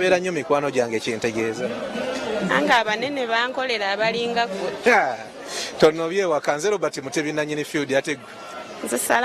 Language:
Ganda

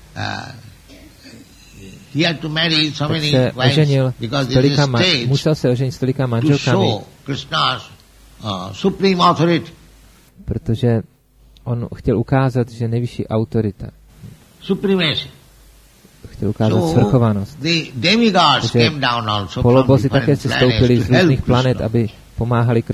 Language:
Czech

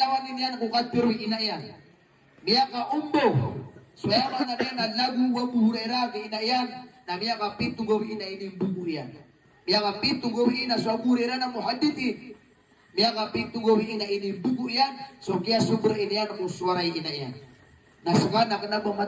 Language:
Maranao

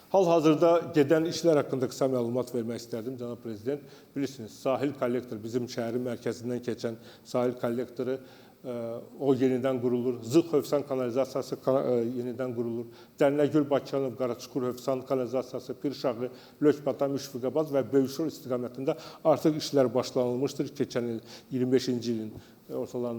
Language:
Azerbaijani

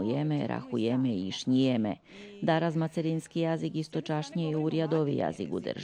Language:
Rusyn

